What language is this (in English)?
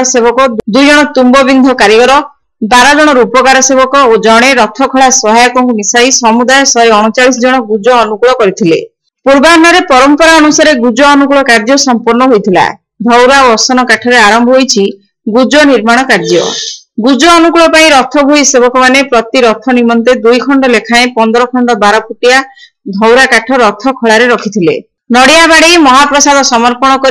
Odia